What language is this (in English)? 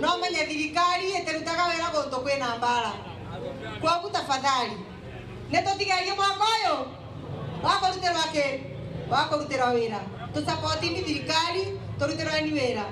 Meru